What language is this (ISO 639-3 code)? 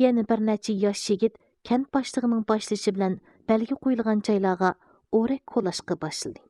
uig